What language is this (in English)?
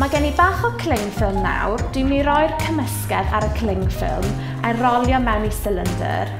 Welsh